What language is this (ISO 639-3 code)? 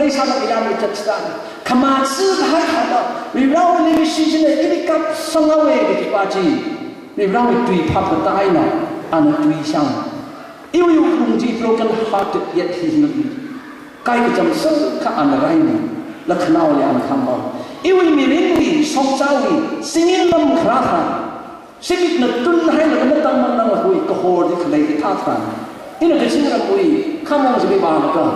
nmf